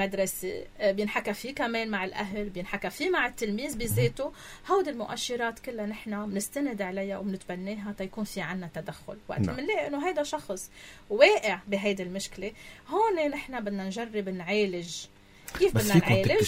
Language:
North Levantine Arabic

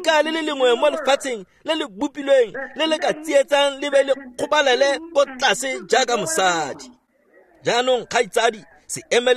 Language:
Tswana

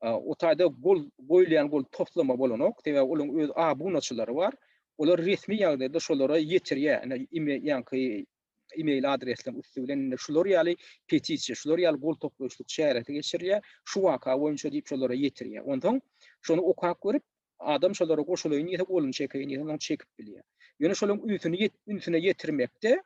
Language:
Turkmen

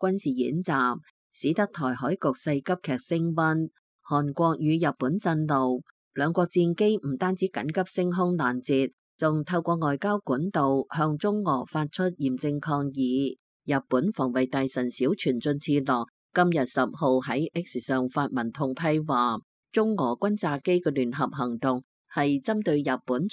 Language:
Cantonese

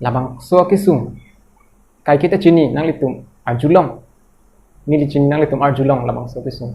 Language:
Karbi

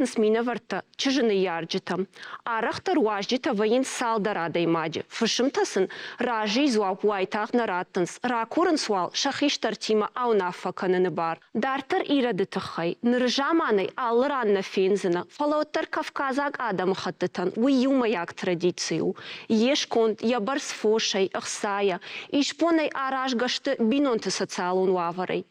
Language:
Ossetic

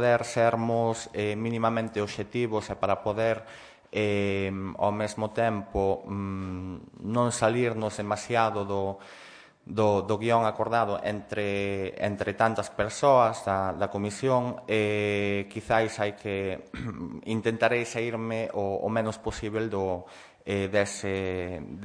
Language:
Galician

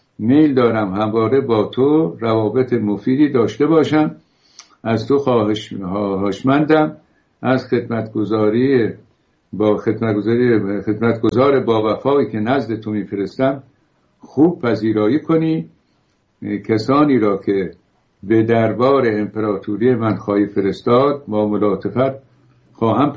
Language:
Persian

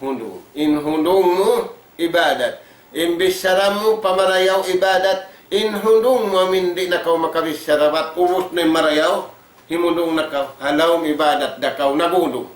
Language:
Tausug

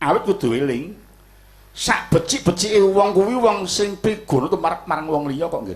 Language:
Javanese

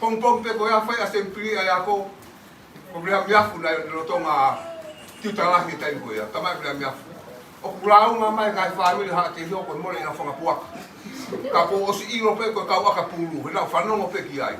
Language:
Tongan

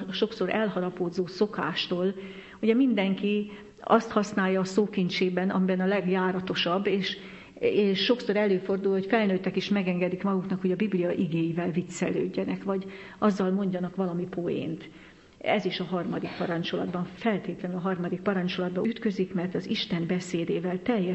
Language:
Hungarian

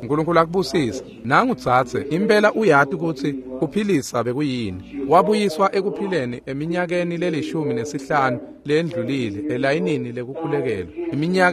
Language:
Swati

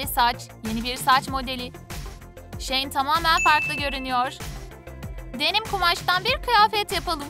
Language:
Turkish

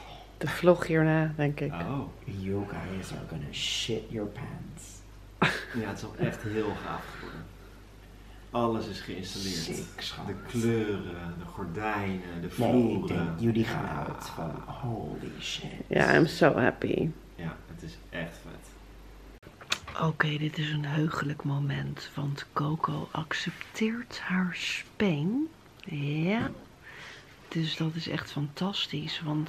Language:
Dutch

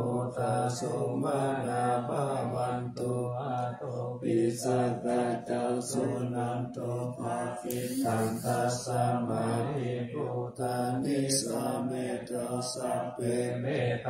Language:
Pali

